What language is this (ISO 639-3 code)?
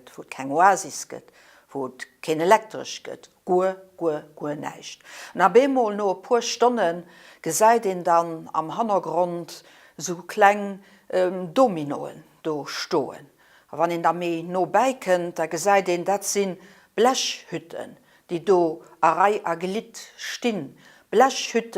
ltz